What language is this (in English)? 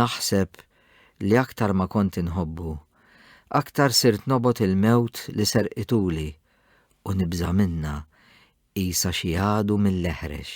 Maltese